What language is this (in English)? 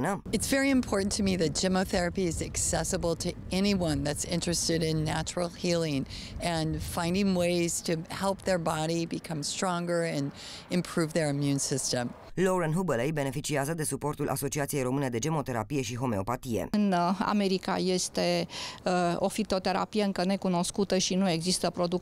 Romanian